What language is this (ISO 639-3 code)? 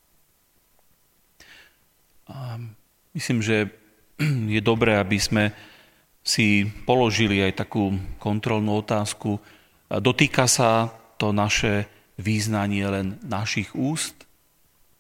slk